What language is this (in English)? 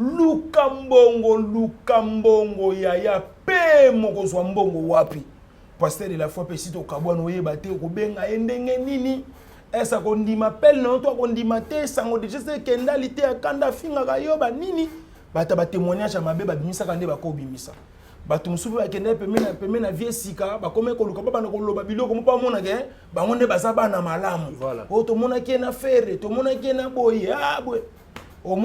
Lingala